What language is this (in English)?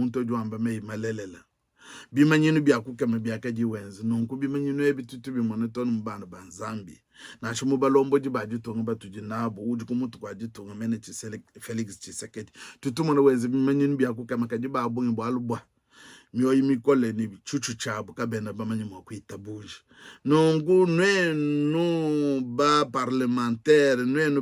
Luba-Lulua